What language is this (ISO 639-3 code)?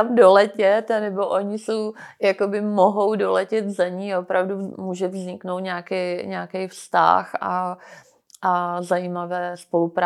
ces